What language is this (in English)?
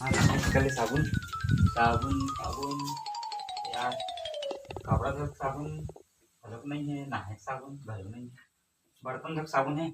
Chhattisgarhi